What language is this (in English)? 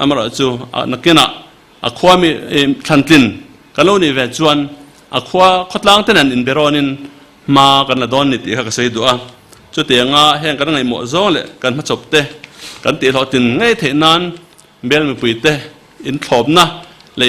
Mizo